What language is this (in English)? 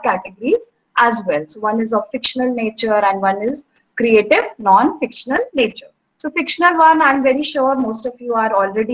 English